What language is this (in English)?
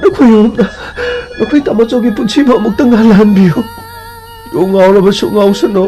Manipuri